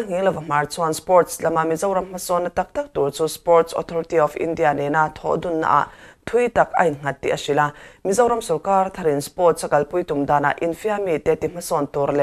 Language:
Mizo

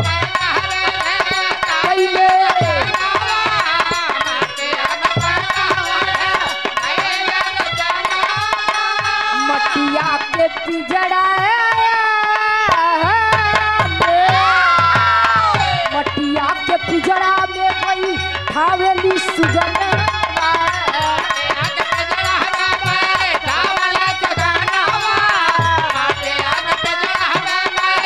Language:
Bhojpuri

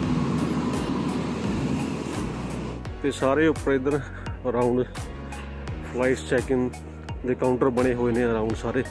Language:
Punjabi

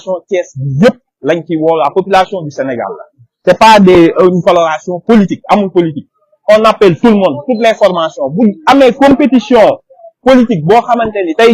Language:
Wolof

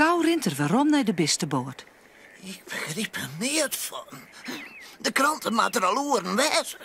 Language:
Western Frisian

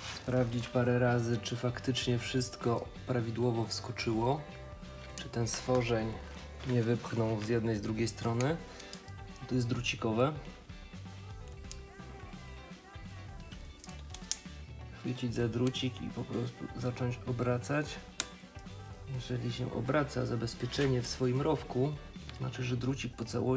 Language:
Polish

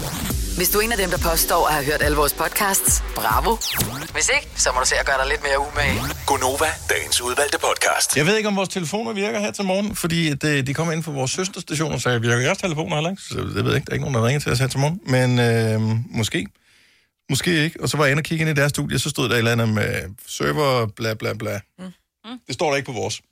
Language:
Danish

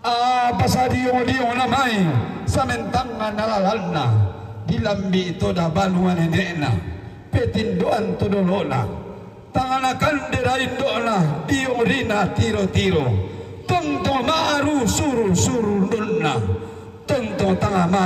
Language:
Toraja-Sa'dan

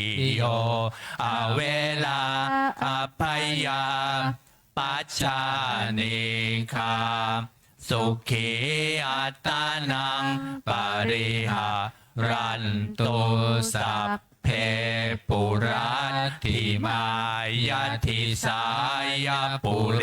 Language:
Pali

